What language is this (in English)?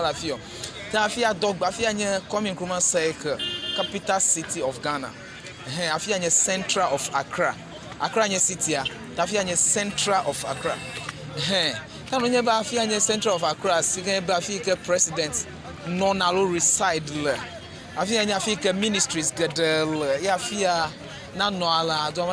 Ewe